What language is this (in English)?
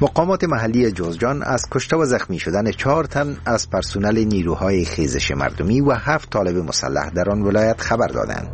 Persian